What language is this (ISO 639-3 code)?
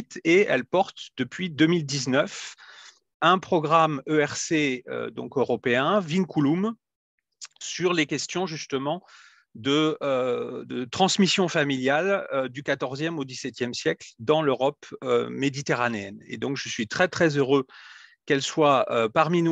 fra